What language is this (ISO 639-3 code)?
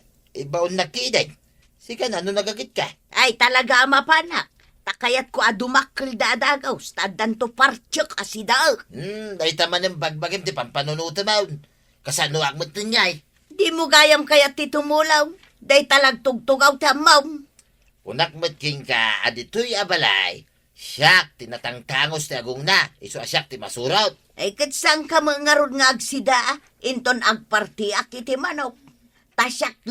ilo